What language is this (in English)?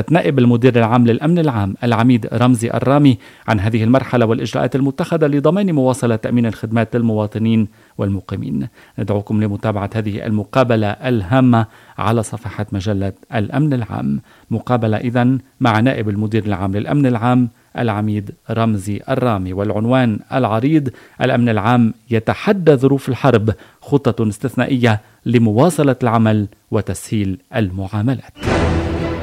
Arabic